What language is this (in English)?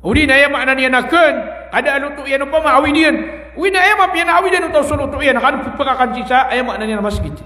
Maranao